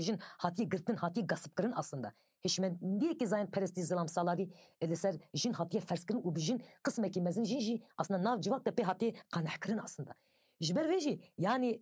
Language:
Kurdish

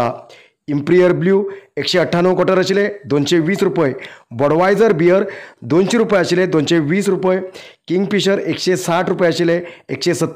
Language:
Konkani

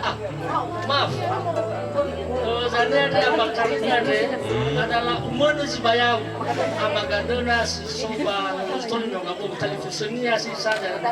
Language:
Nias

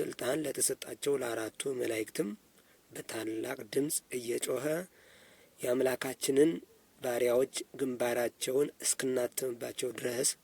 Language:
Amharic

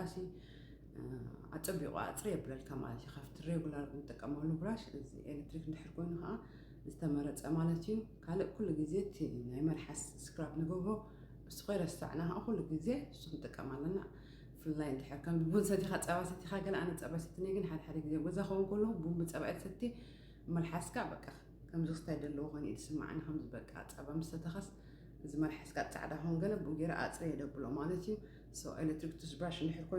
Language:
Tigrinya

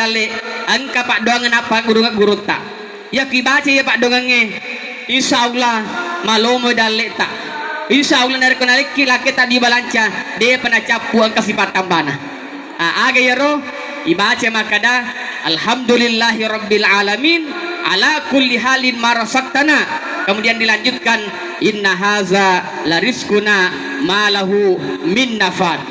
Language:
Buginese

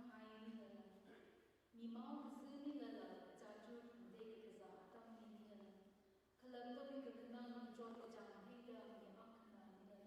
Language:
Tangkhul Naga (India)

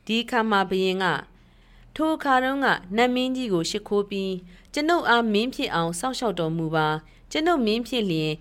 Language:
Burmese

